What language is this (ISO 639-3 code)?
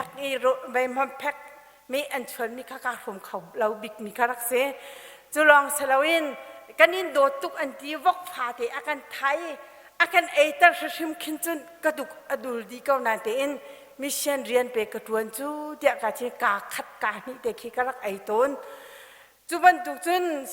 cnh